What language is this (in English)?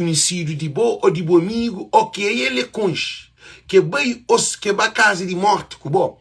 Kabuverdianu